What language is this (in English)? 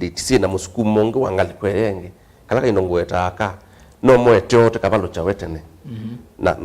Kamba